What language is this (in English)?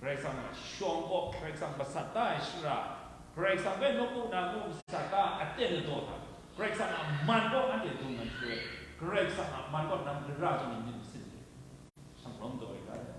Kachin